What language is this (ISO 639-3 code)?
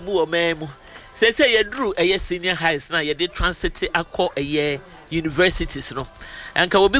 aka